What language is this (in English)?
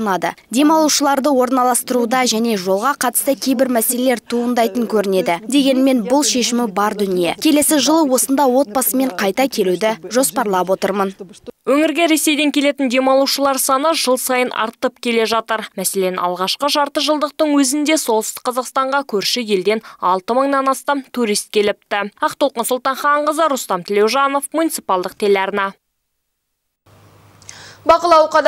Kazakh